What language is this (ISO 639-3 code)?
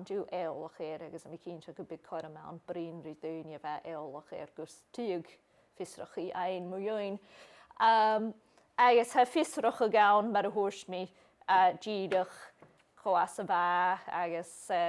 gla